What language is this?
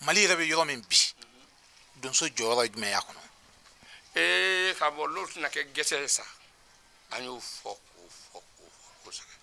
Bambara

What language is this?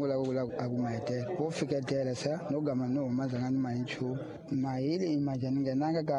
Tsonga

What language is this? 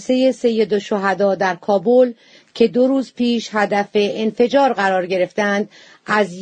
Persian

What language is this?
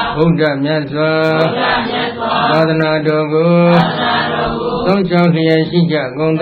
Burmese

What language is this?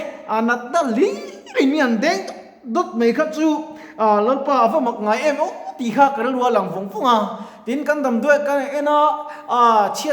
Mizo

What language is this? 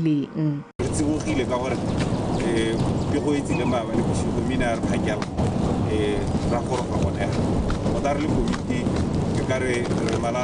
Tswana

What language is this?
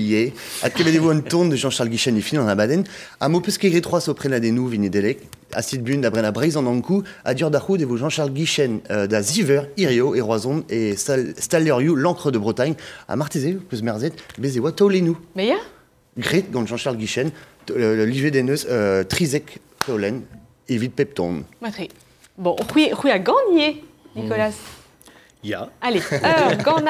Breton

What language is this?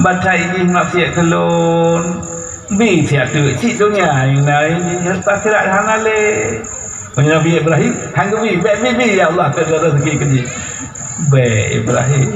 Achinese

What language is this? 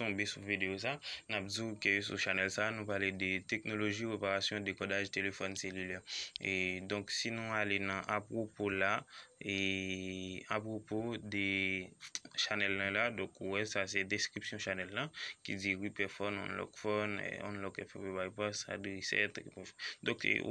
Haitian Creole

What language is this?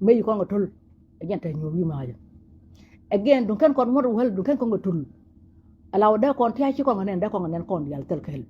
Nuer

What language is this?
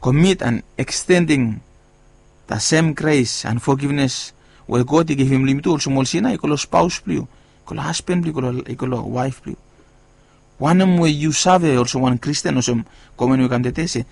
Bislama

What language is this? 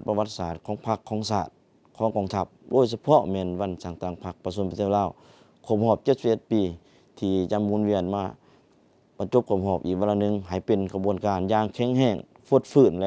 Lao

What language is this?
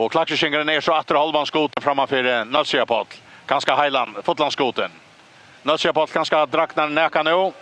Faroese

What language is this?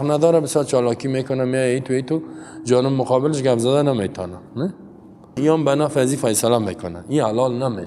Persian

